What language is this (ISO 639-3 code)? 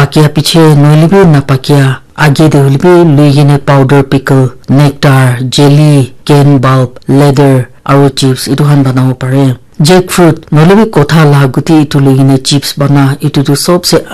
nag